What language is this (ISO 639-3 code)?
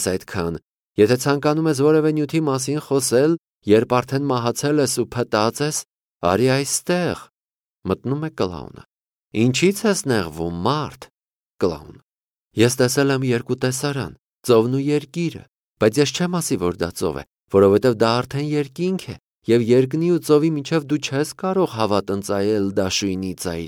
hye